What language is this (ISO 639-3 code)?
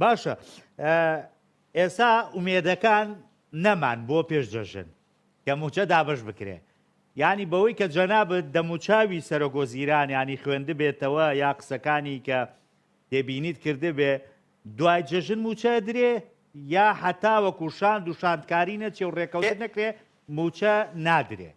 ckb